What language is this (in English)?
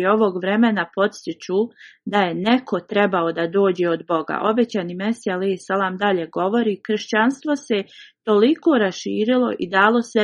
Bosnian